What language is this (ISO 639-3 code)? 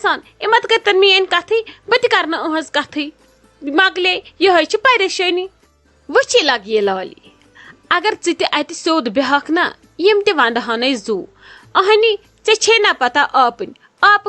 kas